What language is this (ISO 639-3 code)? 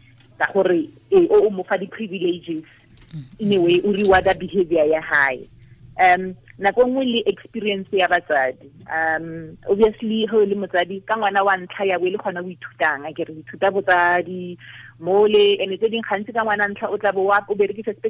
tsn